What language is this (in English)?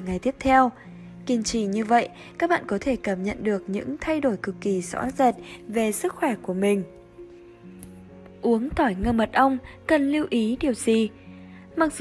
Vietnamese